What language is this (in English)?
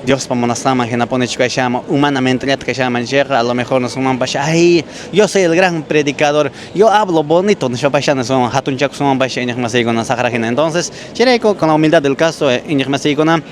Quechua